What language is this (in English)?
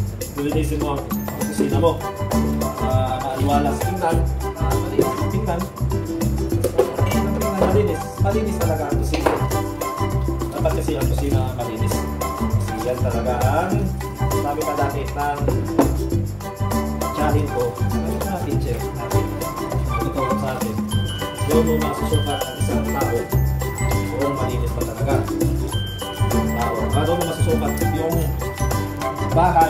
Filipino